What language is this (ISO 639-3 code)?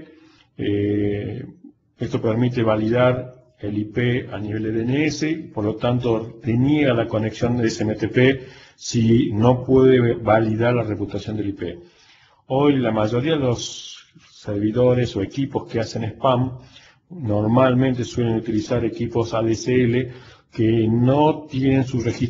spa